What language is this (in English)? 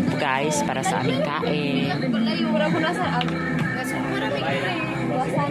Cebuano